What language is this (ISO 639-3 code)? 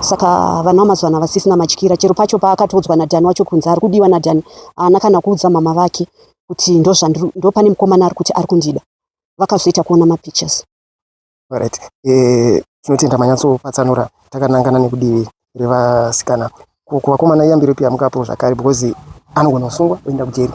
sna